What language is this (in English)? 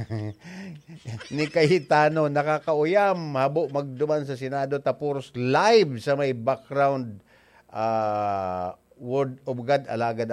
Bikol